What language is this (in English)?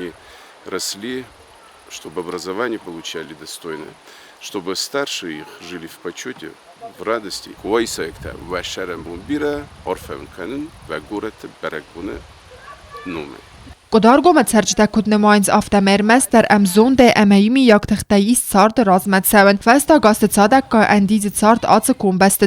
Ossetic